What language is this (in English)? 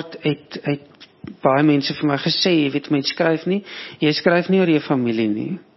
Afrikaans